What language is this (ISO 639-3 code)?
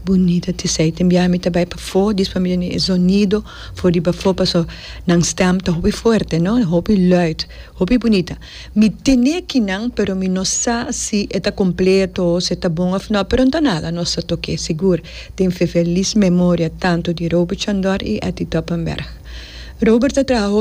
pap